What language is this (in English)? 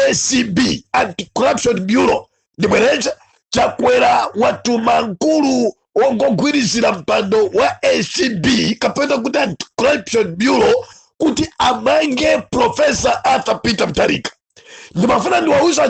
Nyanja